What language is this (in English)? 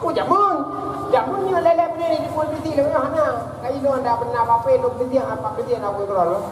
Achinese